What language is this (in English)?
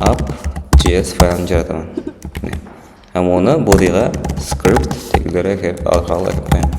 Kara-Kalpak